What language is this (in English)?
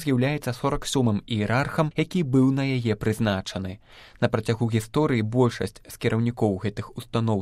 Belarusian